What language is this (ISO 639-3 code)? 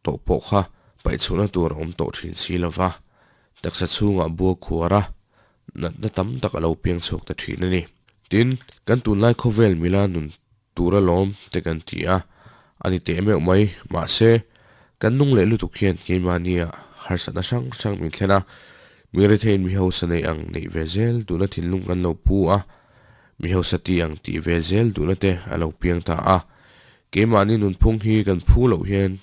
lus